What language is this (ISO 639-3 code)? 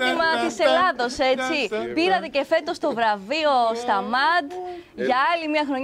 ell